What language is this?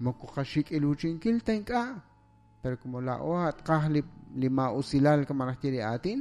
Kekchí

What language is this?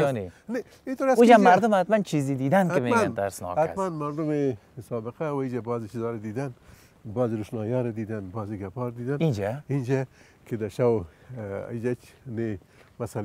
Persian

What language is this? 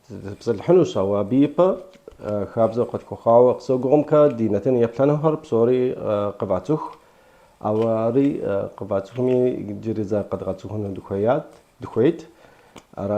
Kabardian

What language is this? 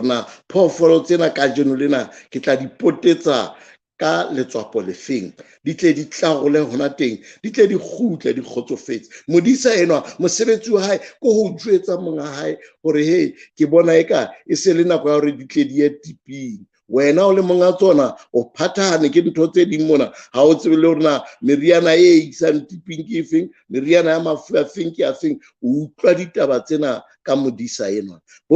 Southern Sotho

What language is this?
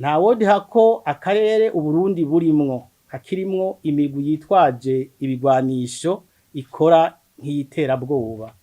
Rundi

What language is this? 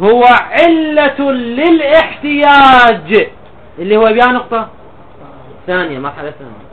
Mesopotamian Arabic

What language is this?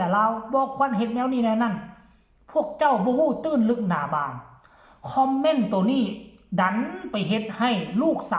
Lao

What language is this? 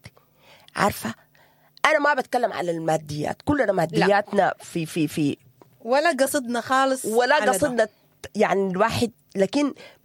Sudanese Arabic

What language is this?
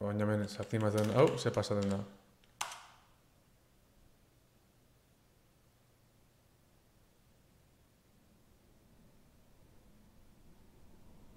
Basque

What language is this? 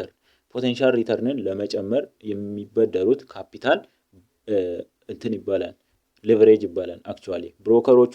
Amharic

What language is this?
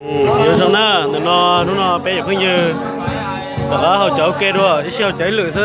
Hmong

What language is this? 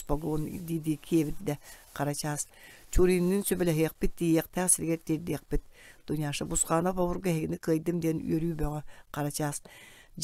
Yakut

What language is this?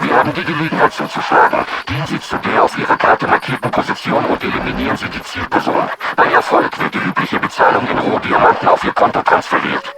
Bavarian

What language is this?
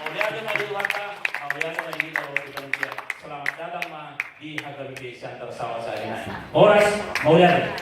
Batak Toba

